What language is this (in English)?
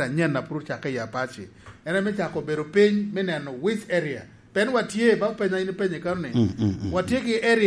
Lango (Uganda)